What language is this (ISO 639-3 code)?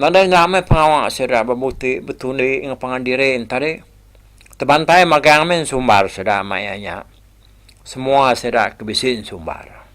iba